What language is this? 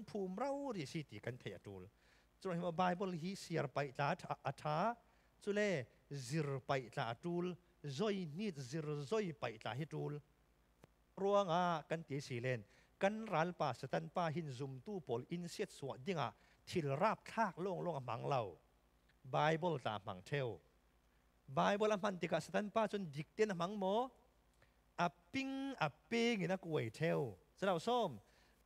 Falam Chin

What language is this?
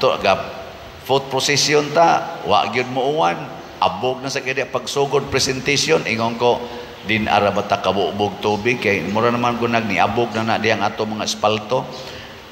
Cebuano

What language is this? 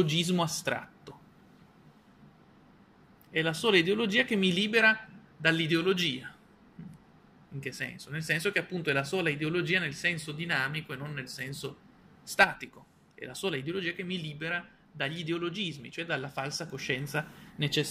Italian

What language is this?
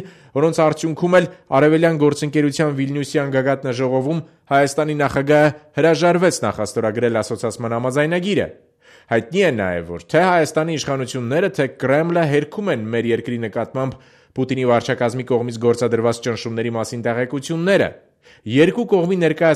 Armenian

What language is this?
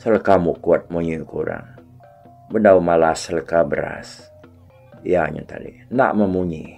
Iban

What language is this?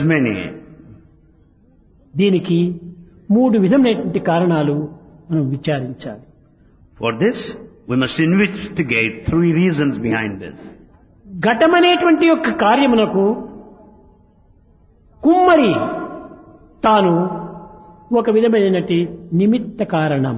Telugu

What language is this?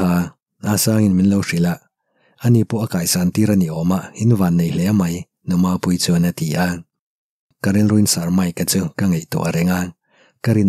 Mizo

